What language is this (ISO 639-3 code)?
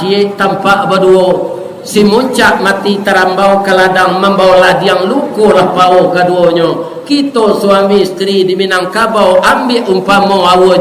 min